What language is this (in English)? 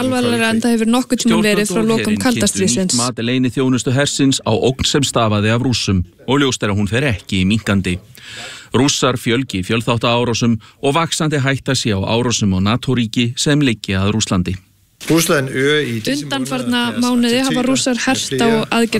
Icelandic